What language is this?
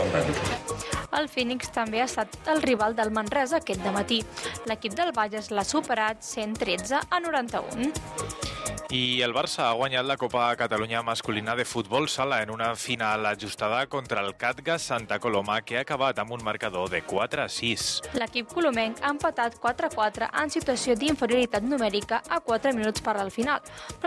Catalan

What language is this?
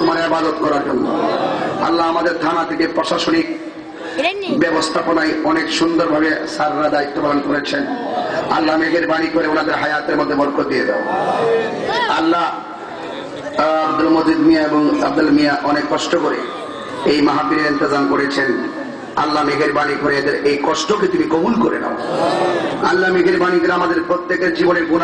Bangla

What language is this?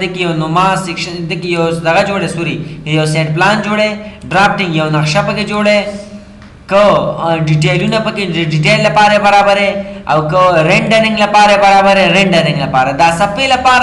Pashto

